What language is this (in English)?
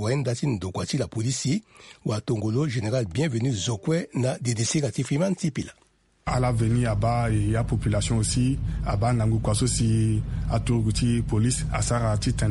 Sango